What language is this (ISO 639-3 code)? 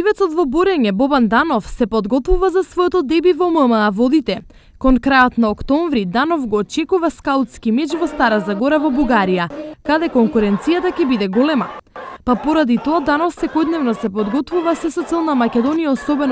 mkd